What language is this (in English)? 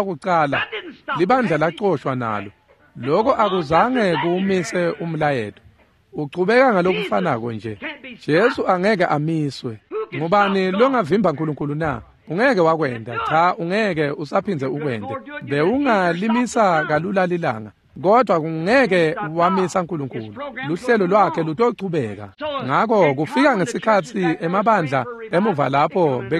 Swati